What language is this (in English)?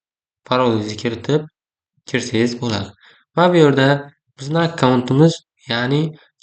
Uzbek